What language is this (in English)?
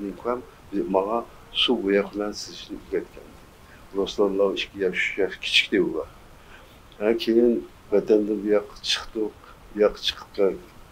Uyghur